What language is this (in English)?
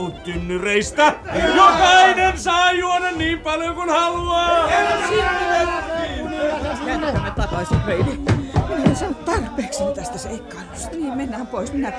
Finnish